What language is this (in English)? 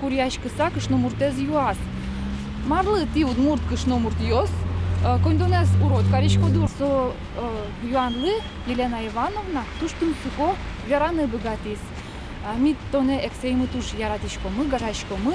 Udmurt